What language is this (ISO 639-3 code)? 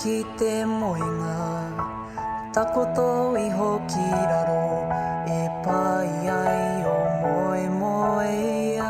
mri